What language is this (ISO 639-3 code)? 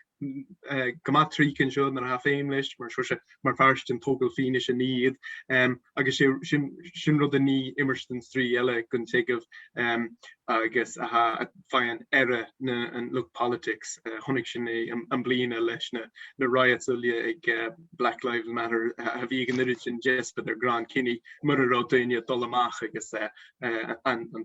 gla